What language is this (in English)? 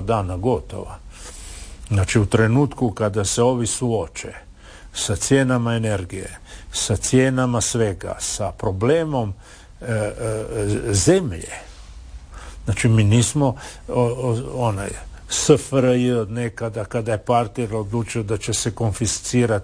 Croatian